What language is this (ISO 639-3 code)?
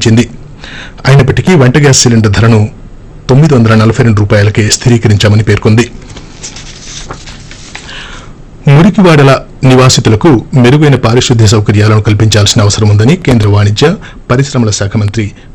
tel